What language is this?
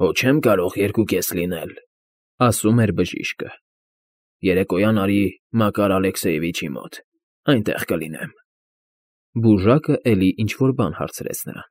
Armenian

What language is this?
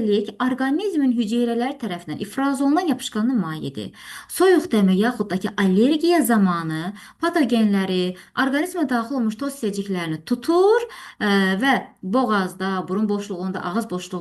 Azerbaijani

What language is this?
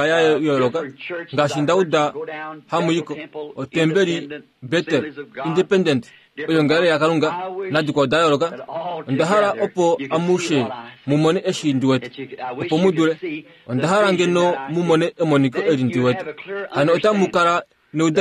Kuanyama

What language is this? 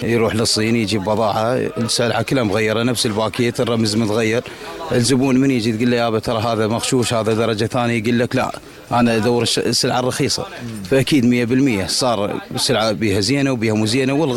Mesopotamian Arabic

